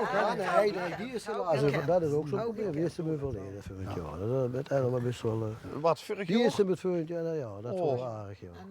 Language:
Limburgish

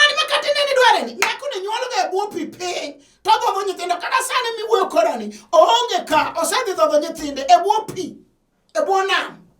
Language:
Luo (Kenya and Tanzania)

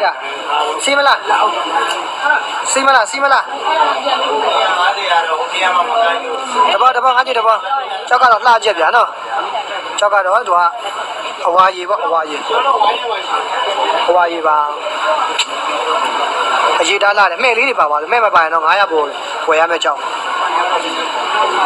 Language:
Burmese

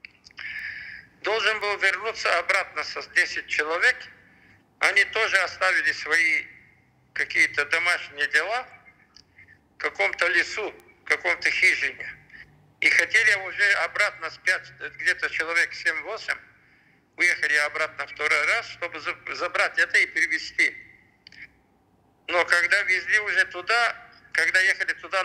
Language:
Russian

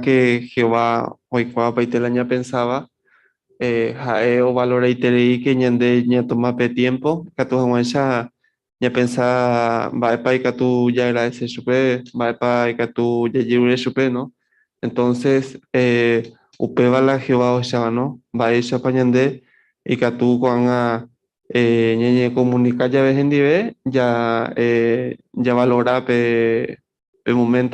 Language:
Guarani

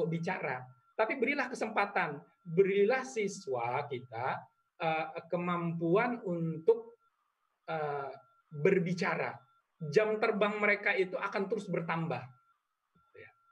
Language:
Indonesian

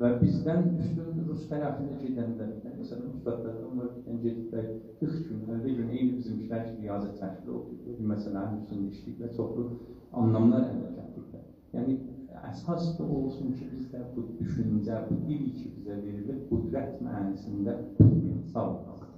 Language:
South Azerbaijani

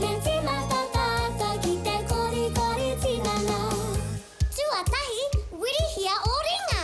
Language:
Māori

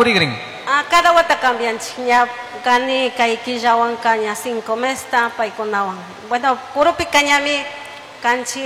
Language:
Chimborazo Highland Quichua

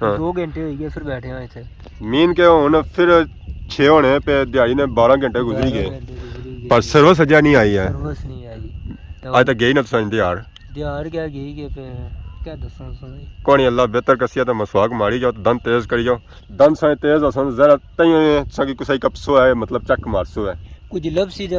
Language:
Pahari-Potwari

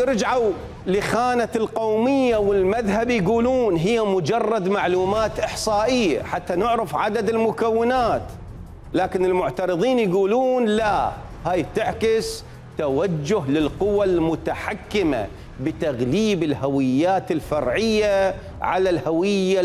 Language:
Mesopotamian Arabic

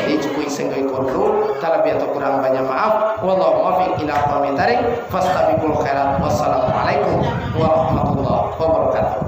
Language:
Minangkabau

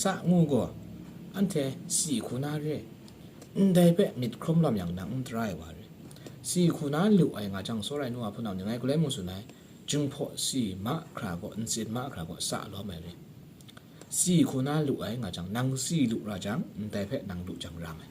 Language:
Kachin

